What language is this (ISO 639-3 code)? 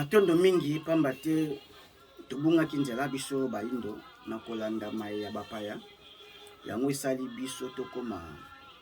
lin